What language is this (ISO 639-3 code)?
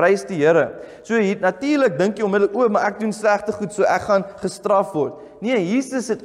afr